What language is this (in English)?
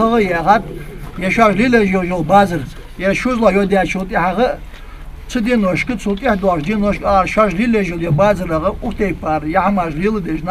Ingush